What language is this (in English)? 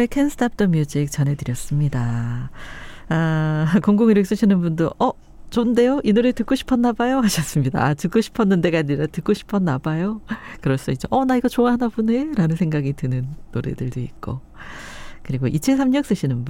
Korean